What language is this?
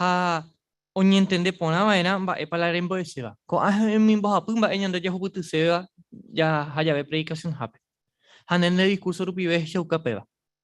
Guarani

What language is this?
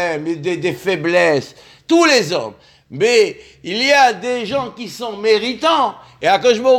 French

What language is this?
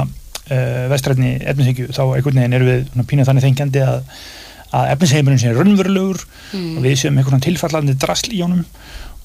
Icelandic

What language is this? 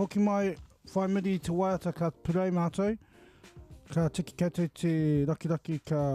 Māori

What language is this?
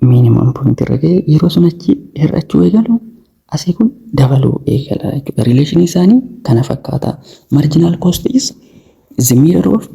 Oromo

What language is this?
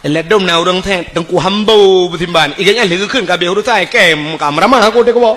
Achinese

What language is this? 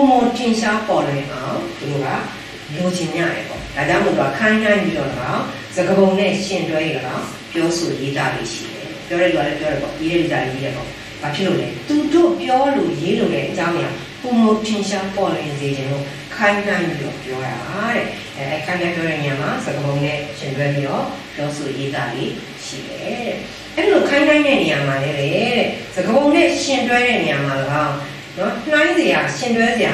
Burmese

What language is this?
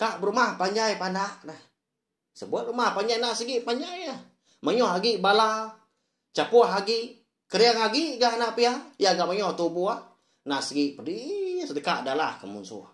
Iban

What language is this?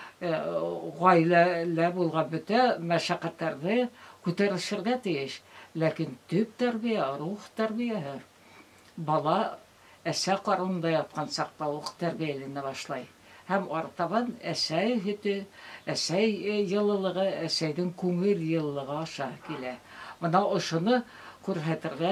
Bashkir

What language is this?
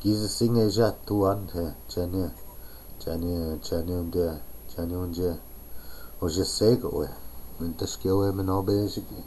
Chippewa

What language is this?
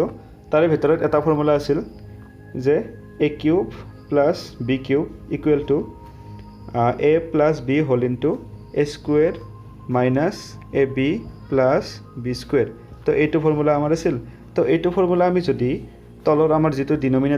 Assamese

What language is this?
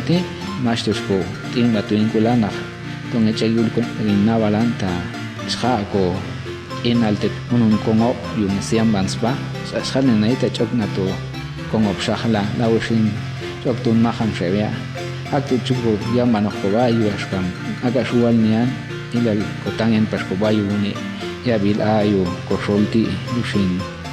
Popti'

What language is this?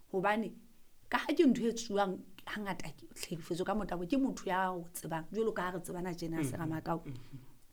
Southern Sotho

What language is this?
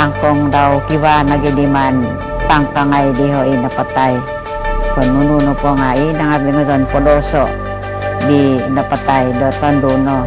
Central Dusun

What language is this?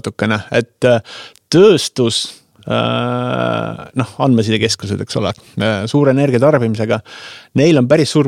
Estonian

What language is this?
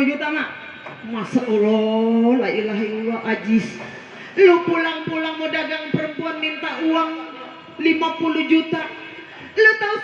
Betawi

